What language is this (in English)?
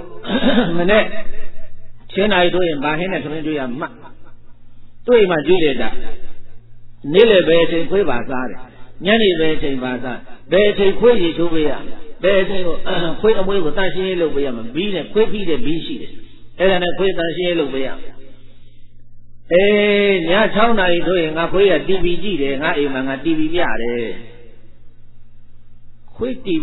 Burmese